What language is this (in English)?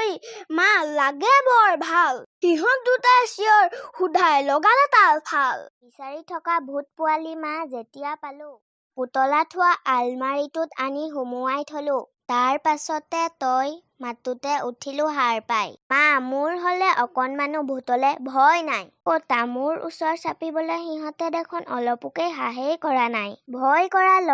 Assamese